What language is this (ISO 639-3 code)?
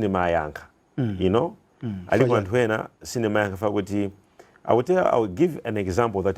nya